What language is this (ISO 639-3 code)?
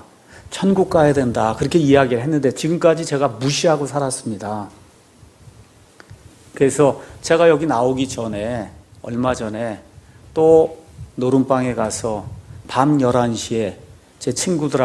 kor